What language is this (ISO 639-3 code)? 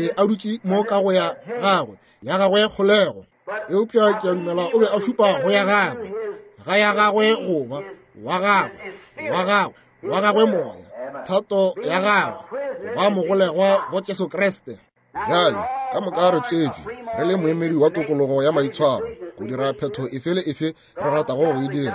nso